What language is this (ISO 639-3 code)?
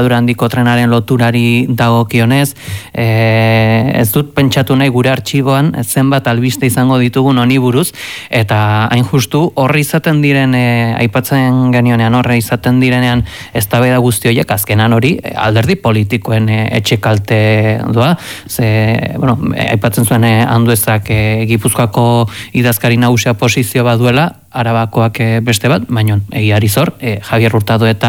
eus